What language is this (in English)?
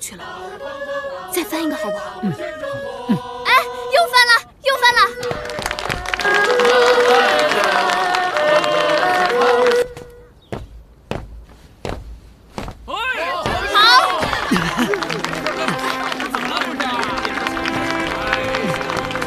Chinese